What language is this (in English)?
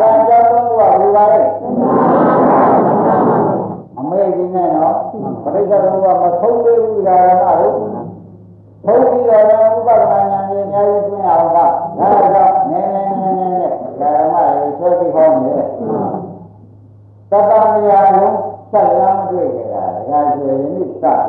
Burmese